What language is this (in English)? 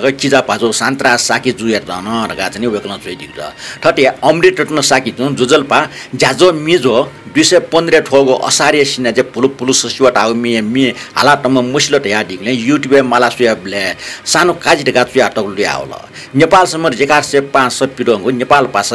Newari